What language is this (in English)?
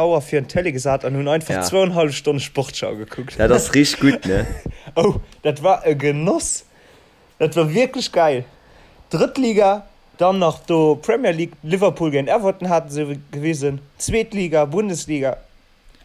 Luxembourgish